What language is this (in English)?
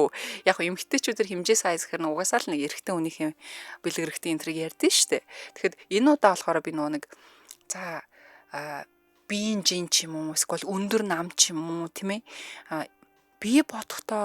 Mongolian